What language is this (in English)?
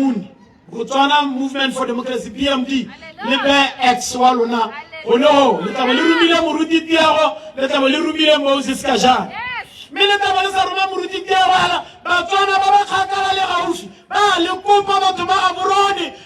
Tswana